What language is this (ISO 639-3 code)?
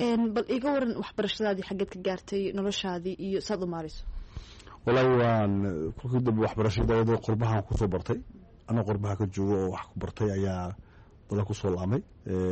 som